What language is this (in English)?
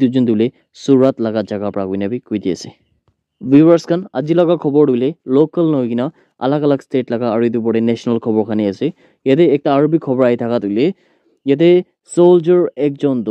Naga Pidgin